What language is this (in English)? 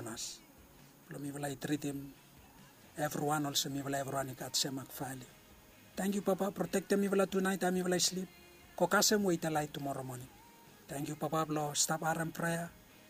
Bislama